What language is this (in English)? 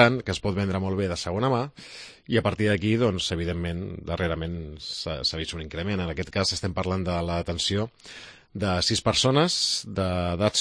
Catalan